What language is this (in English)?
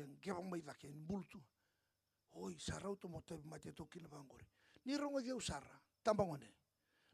Fijian